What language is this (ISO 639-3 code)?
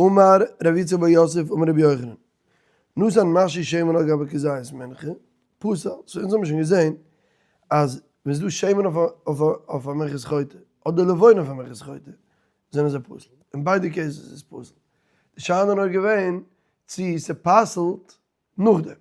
yid